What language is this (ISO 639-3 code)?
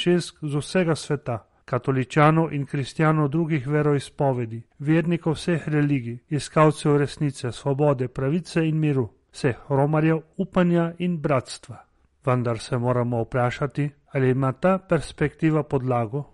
slv